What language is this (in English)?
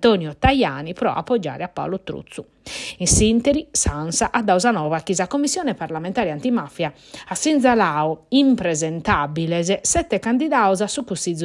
Sardinian